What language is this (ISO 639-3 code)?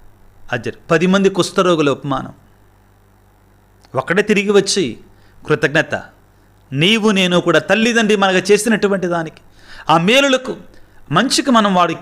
tel